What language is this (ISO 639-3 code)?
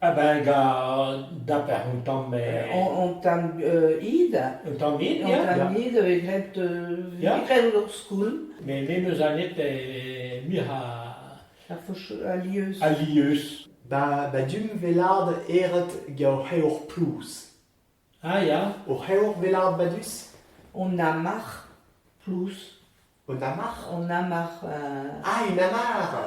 bre